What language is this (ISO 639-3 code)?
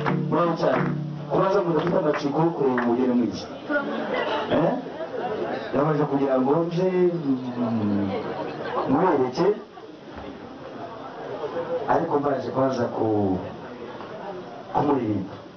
kin